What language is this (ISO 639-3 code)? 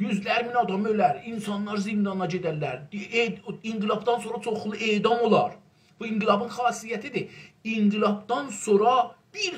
azb